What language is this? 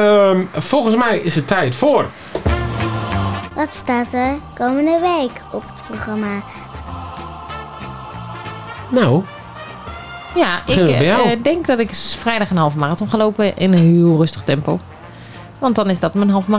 Dutch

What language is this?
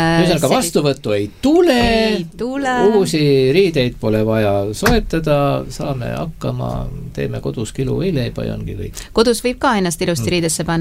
Estonian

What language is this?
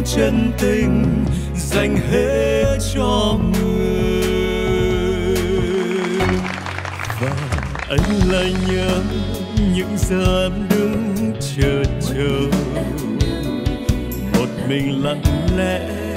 Vietnamese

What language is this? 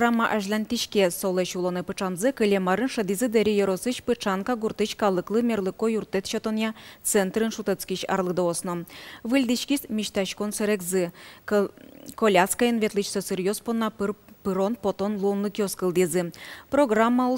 Udmurt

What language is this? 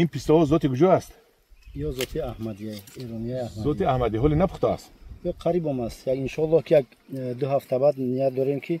Tajik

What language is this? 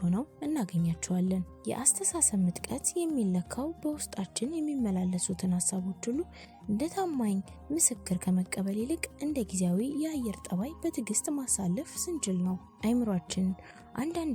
Amharic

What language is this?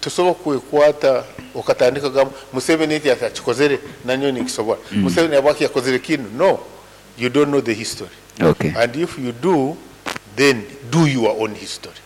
Nyankole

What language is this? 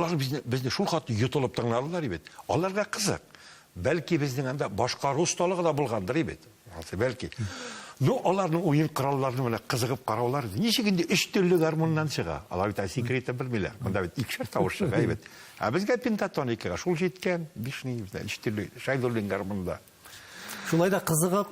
Tatar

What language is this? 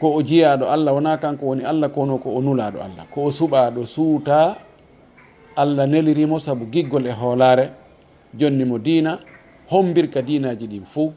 Fula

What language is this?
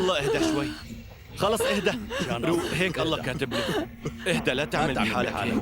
North Levantine Arabic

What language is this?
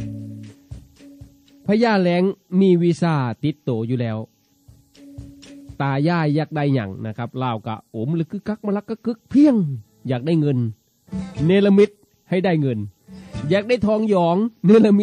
Northeastern Thai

